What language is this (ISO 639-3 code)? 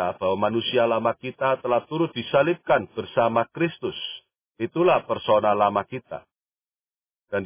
ind